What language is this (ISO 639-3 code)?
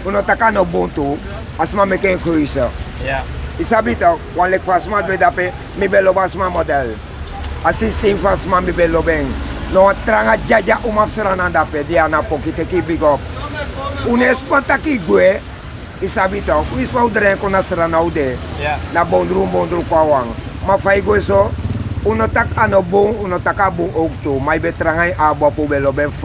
srn